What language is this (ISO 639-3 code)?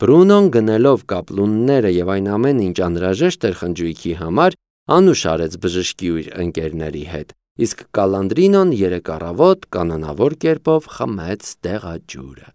hye